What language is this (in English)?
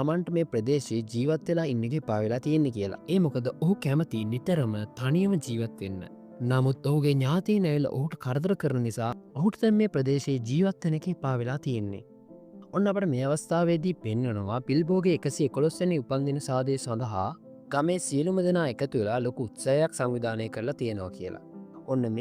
Sinhala